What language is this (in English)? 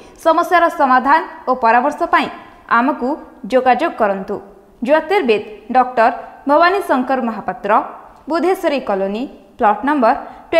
Odia